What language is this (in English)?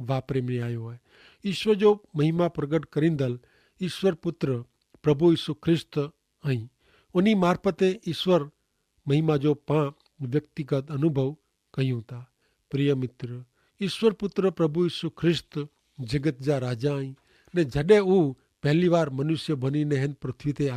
Kachhi